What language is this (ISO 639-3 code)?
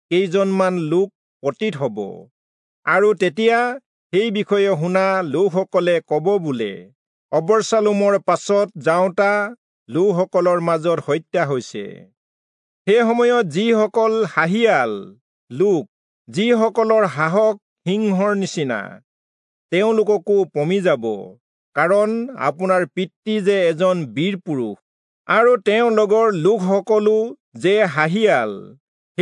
asm